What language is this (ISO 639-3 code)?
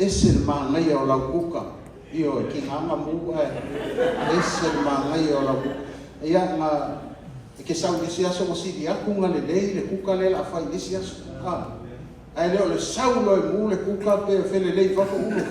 smo